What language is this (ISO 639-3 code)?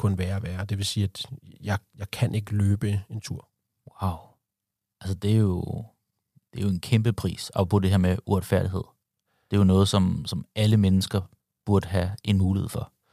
dan